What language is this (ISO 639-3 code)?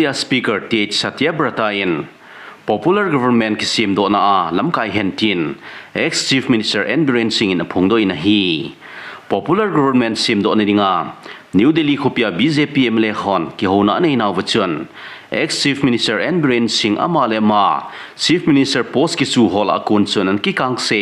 tcz